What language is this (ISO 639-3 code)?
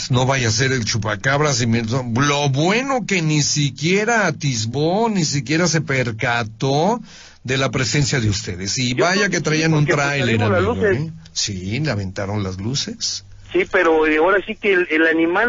spa